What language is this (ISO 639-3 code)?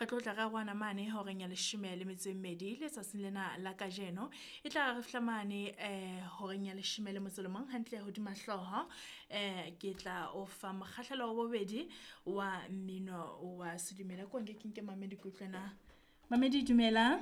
sot